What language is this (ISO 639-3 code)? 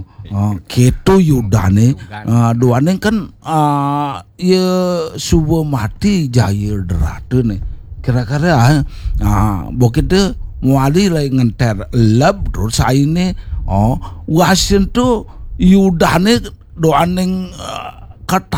ban